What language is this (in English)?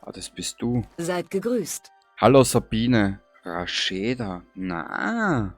Bavarian